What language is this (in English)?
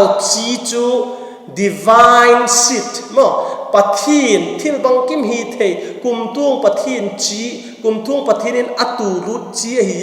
Vaiphei